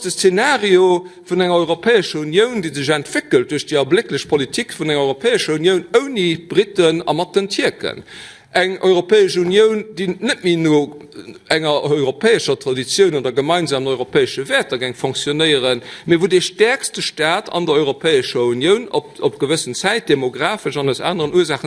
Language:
Luxembourgish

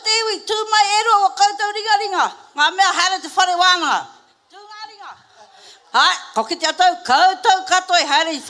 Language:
Māori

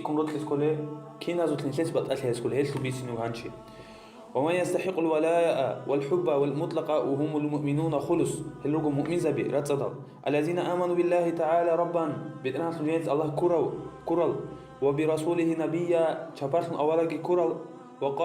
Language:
Avaric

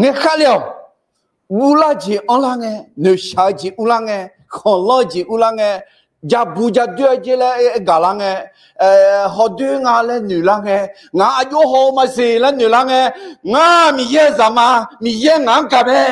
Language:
Akha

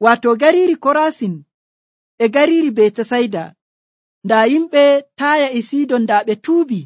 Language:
Nigerian Fulfulde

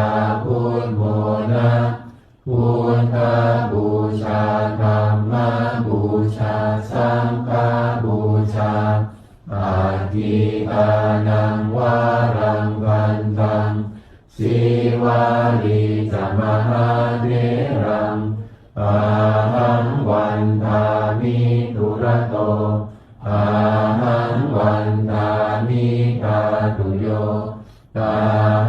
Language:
Pali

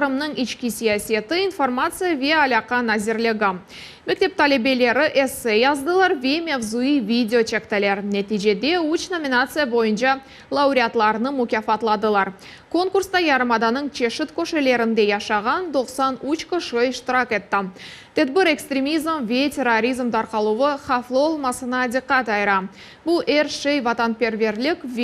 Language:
Crimean Tatar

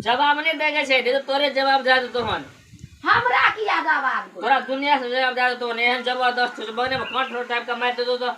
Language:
Maithili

